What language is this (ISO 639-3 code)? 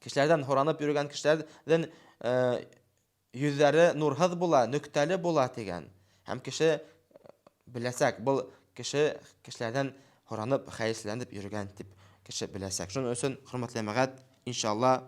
bak